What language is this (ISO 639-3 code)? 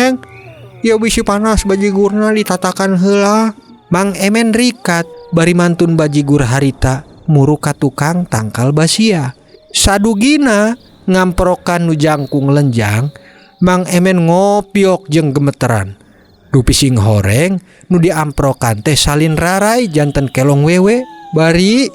sun